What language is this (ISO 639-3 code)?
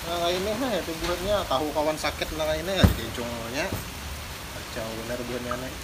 bjn